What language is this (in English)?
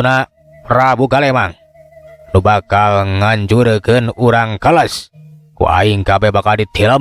Sundanese